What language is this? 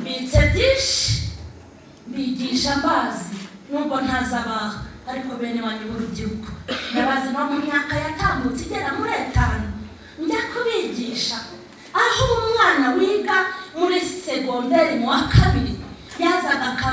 Kinyarwanda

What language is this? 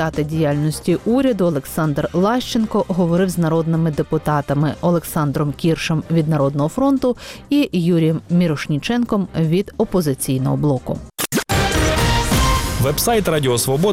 Ukrainian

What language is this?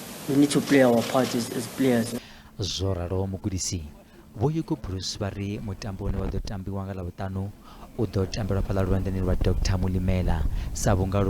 Venda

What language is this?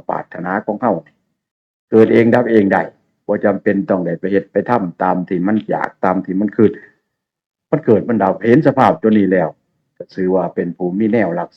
Northeastern Thai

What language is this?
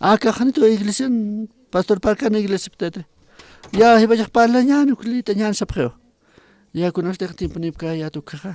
Aymara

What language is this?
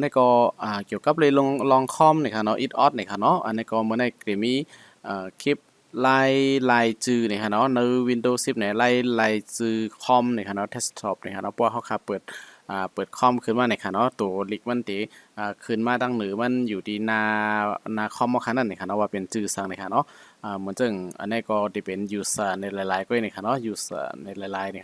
Shan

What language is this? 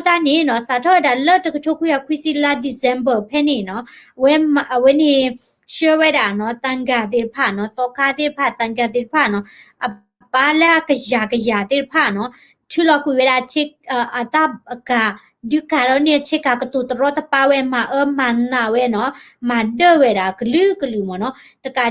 S'gaw Karen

